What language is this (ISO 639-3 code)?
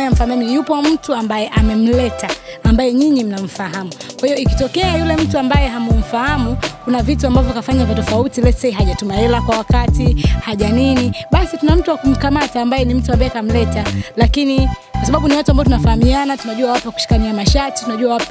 swa